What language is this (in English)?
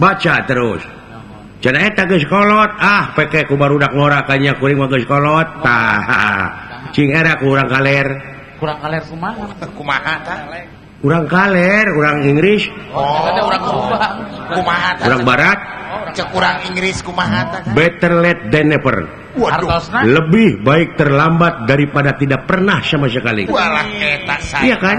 Sundanese